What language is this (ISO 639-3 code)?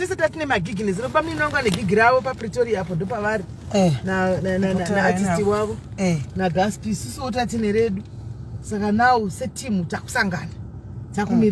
sna